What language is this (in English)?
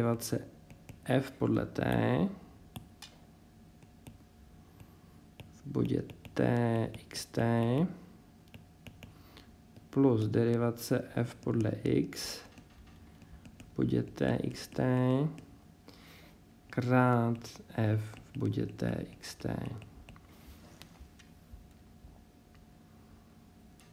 Czech